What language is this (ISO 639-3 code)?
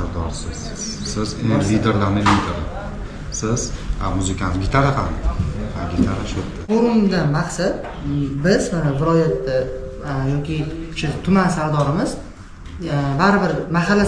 uzb